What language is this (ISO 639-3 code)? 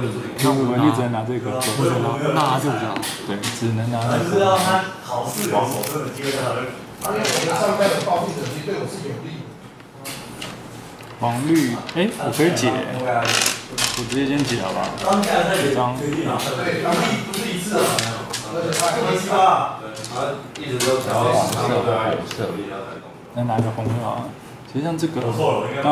zho